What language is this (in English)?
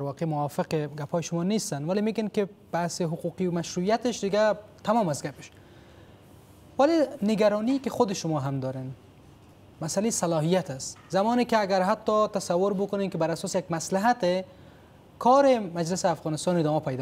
Persian